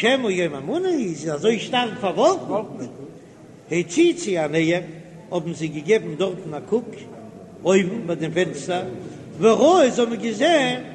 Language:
Yiddish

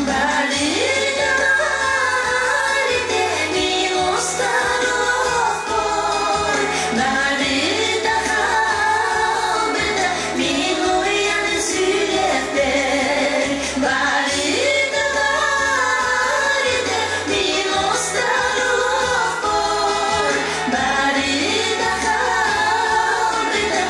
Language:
Yakut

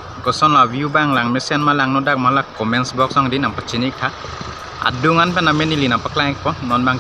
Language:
Karbi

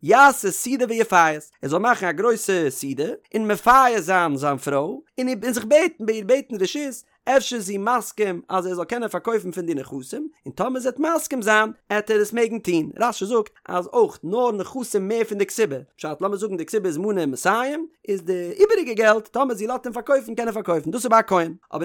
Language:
Yiddish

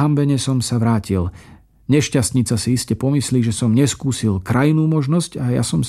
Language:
Slovak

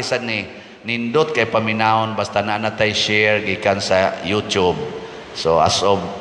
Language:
Cebuano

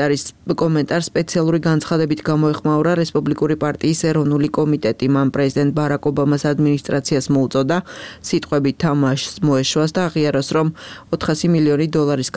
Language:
Georgian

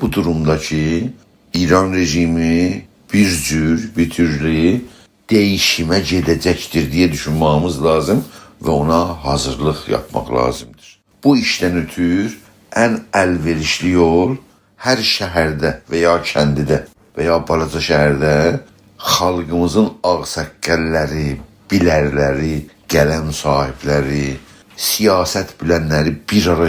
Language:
South Azerbaijani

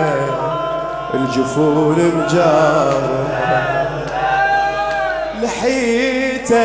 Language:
Mesopotamian Arabic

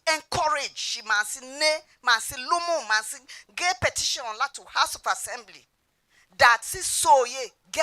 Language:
Tiv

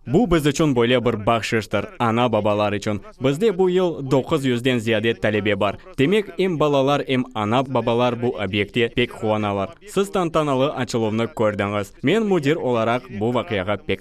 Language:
Crimean Tatar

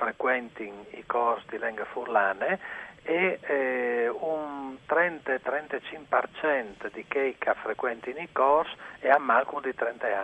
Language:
Friulian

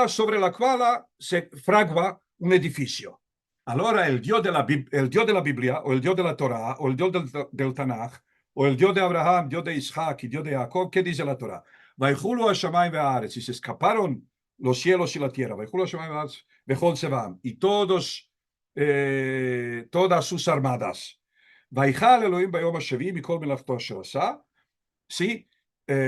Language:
Ladino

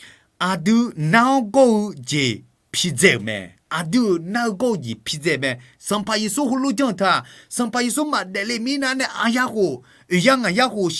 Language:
Akha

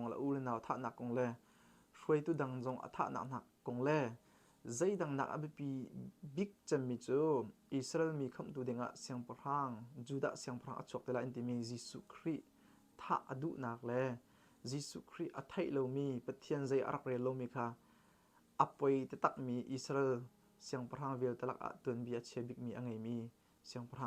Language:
Hakha Chin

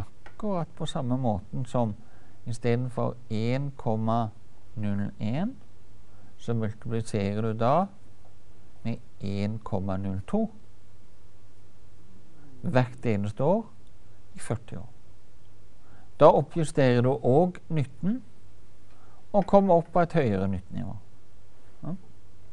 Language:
Norwegian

